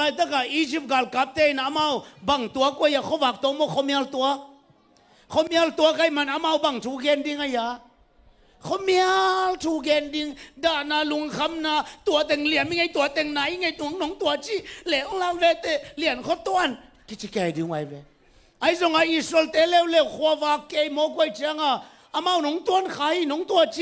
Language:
Tedim Chin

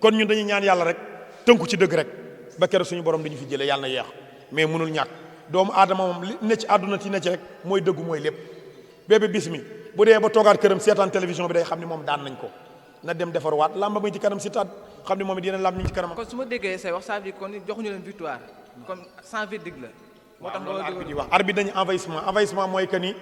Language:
Wolof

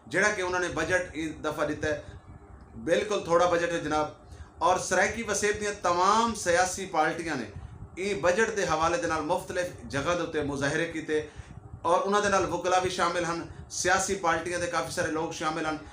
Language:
Saraiki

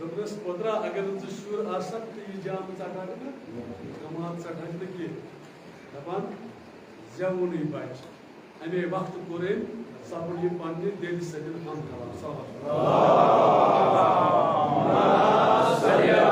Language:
Kashmiri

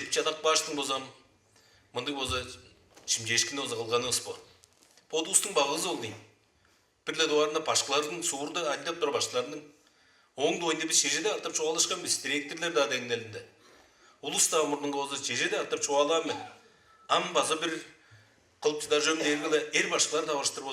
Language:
Tuvinian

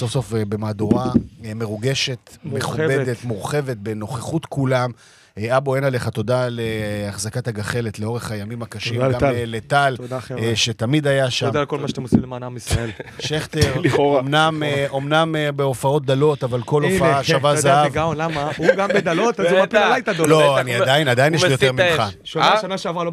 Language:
Hebrew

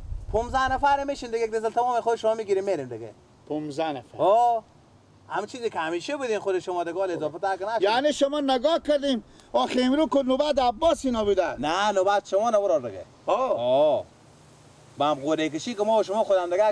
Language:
Persian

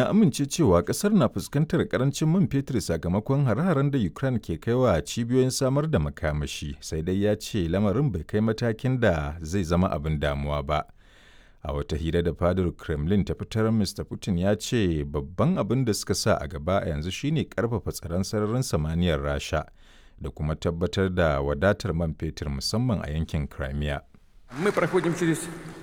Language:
Hausa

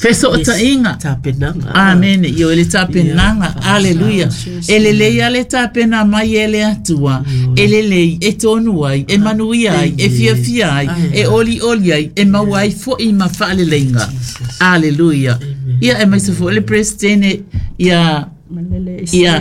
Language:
Samoan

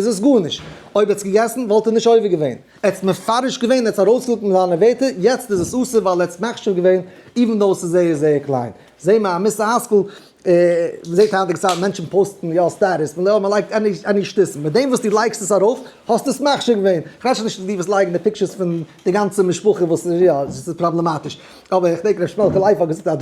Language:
Yiddish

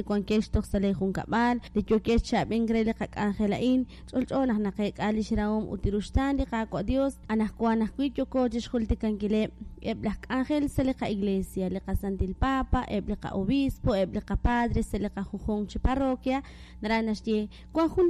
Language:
Kekchí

